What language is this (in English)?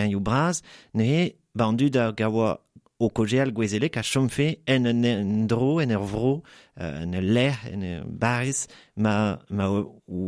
Breton